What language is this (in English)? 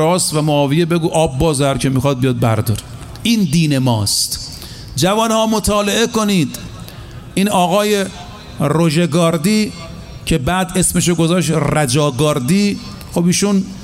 Persian